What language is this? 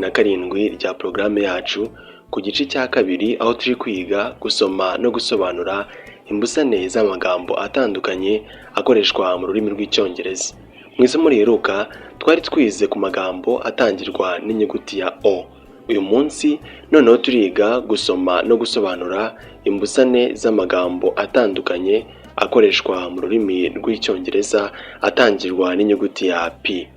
Kinyarwanda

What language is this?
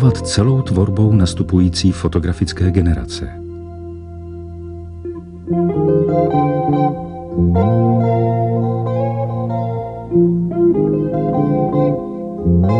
Czech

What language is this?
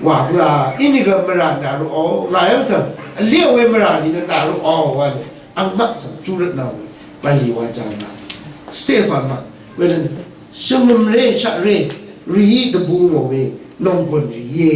Rawang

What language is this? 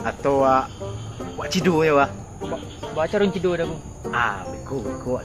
Minangkabau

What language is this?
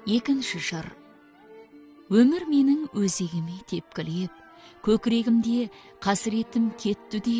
Kazakh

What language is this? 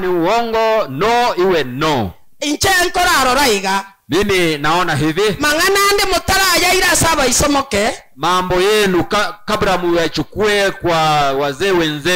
Gusii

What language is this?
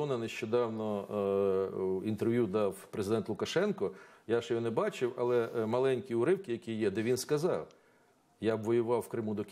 Ukrainian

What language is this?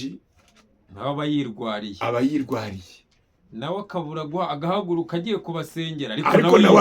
Kinyarwanda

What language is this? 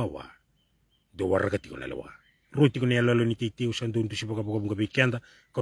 Fijian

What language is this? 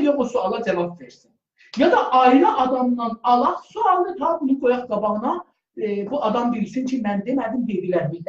South Azerbaijani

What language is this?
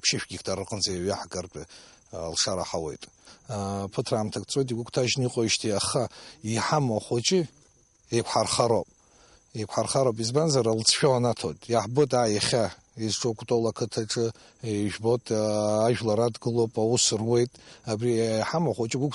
Abkhazian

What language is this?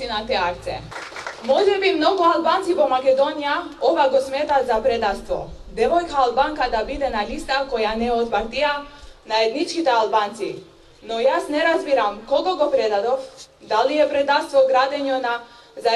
Macedonian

